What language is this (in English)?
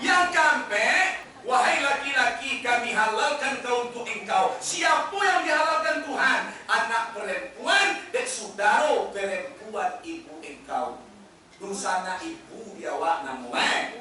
Minangkabau